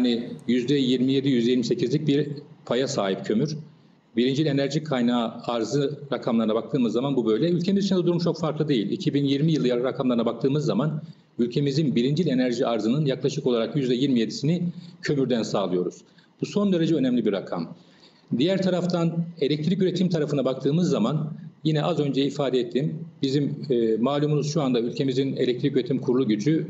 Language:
Turkish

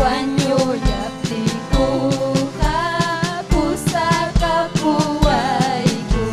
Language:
Ayacucho Quechua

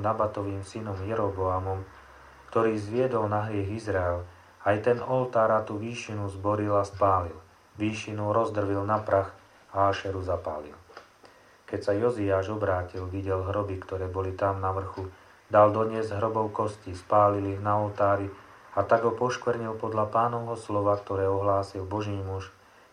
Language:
Slovak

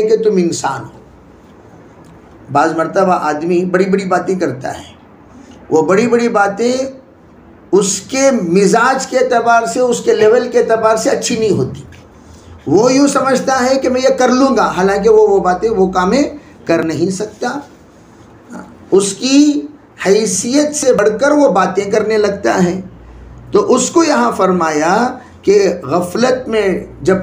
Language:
Urdu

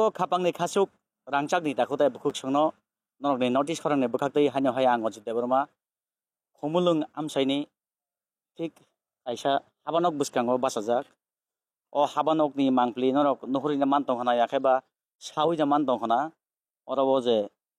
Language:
Kok Borok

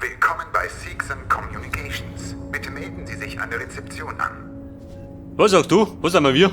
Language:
Bavarian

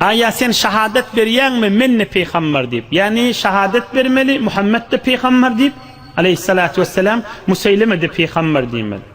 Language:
Turkmen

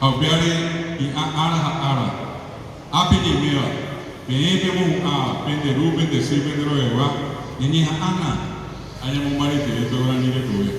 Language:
Guarani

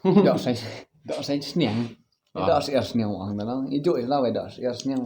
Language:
Khasi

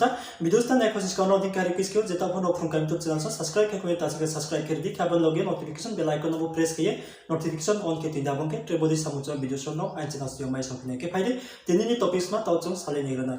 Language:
Riang (India)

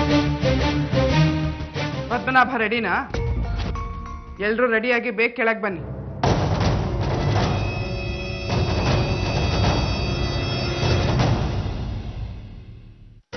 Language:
Kannada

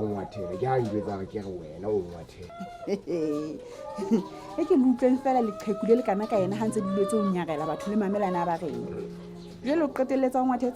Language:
Southern Sotho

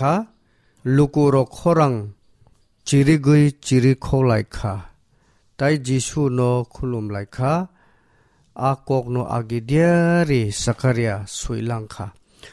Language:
Kok Borok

